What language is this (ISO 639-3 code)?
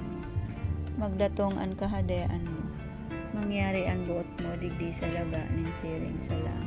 bik